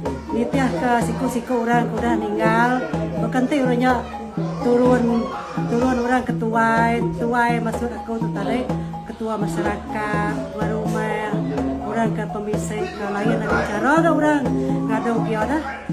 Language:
Iban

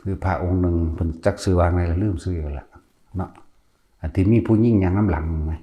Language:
Northeastern Thai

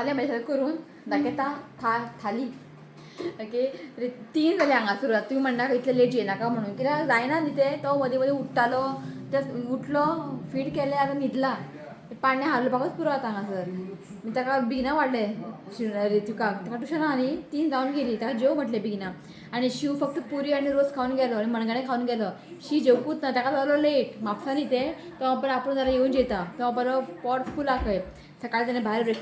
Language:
Konkani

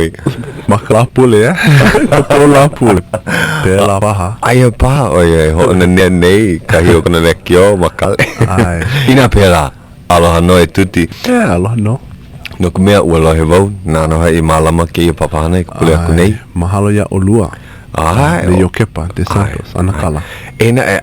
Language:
Hawaiian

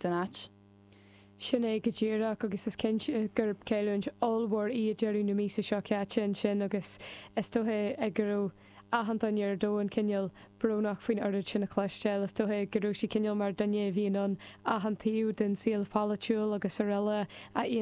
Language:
Irish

